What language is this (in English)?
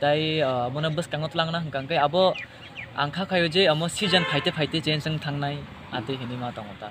Kok Borok